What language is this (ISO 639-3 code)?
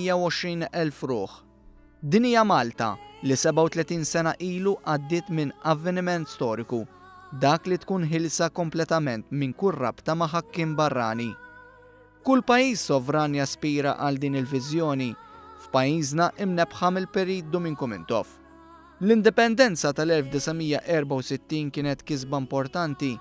mlt